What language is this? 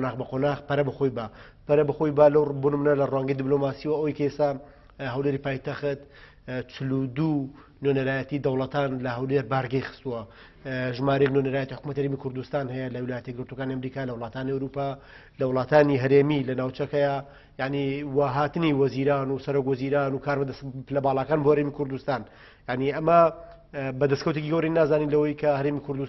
Central Kurdish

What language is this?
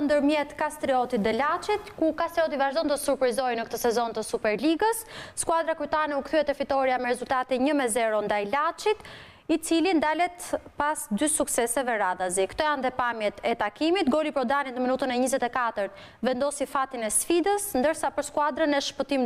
Albanian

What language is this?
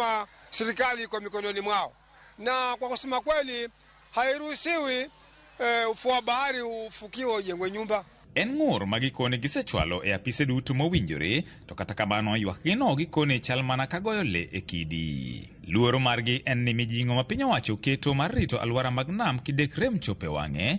Luo (Kenya and Tanzania)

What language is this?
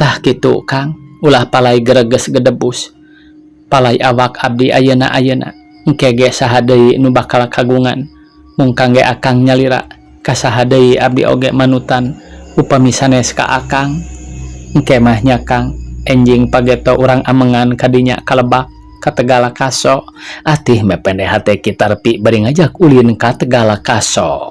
Sundanese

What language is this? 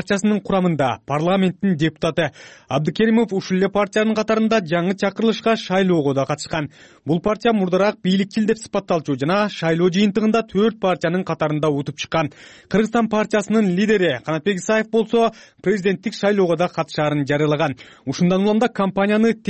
Kyrgyz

